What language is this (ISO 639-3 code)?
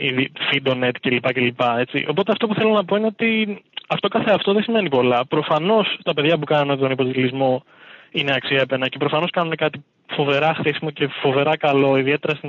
ell